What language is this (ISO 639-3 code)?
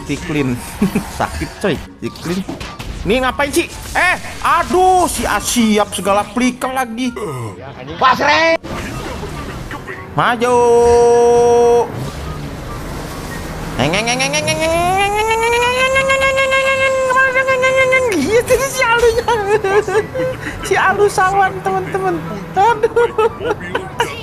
ind